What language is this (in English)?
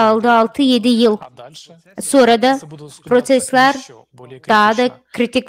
Gagauz